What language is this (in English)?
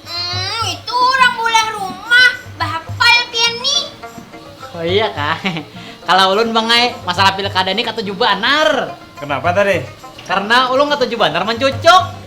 Banjar